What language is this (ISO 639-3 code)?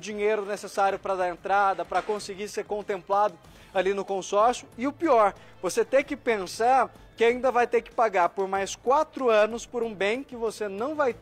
por